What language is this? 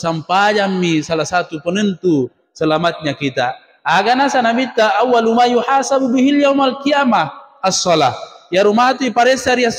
Buginese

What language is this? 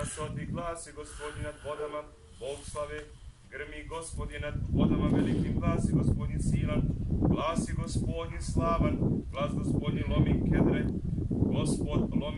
Serbian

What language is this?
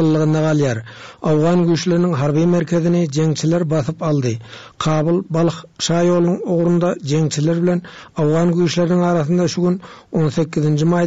Turkmen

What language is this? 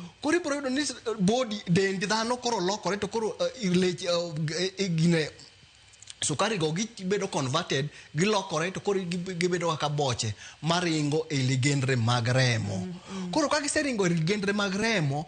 Luo (Kenya and Tanzania)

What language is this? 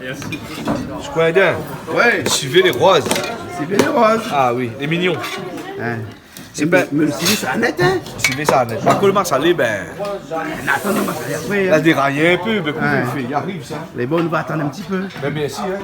Réunion Creole French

